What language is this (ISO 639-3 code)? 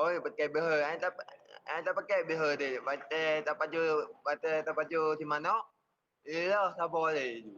ace